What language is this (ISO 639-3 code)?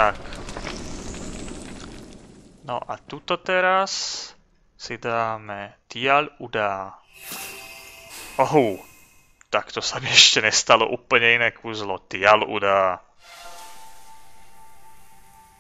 slk